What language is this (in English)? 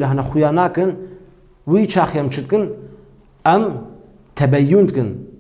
Kurdish